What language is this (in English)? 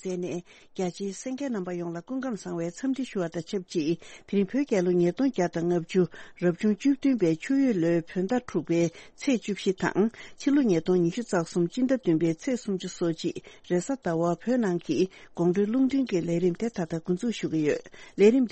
Tibetan